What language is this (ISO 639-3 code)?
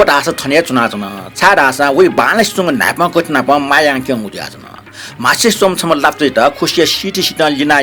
new